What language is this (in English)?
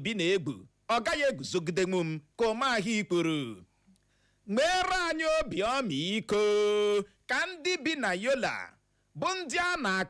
Igbo